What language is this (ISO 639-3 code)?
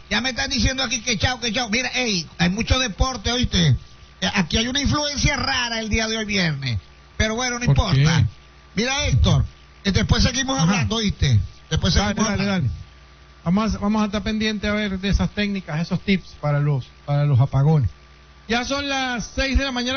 spa